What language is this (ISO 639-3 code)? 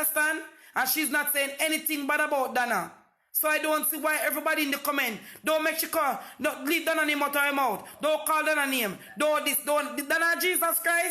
jam